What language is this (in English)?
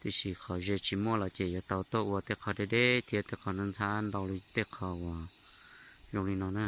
Hmong